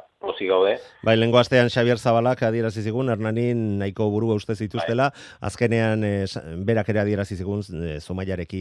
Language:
Basque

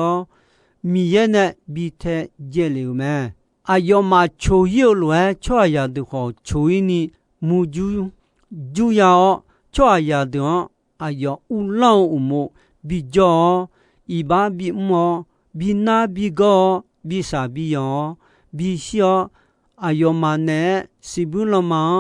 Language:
Akha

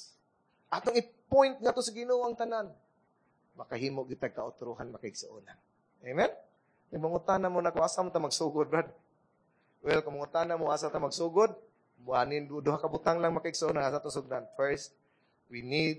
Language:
Cebuano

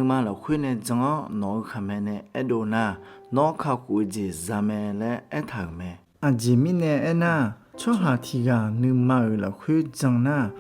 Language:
Akha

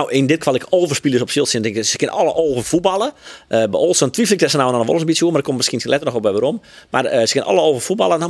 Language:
Western Frisian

